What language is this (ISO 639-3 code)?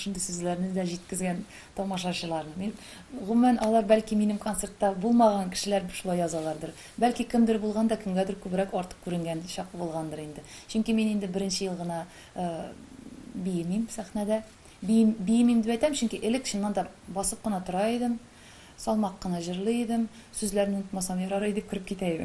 tat